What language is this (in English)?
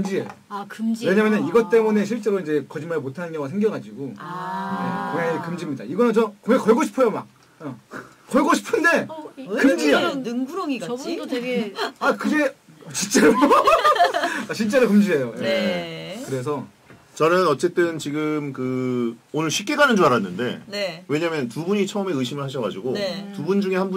Korean